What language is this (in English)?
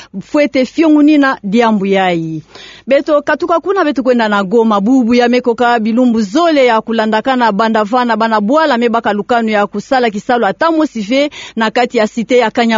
Kituba (Democratic Republic of Congo)